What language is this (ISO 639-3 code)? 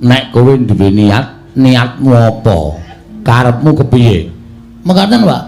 jav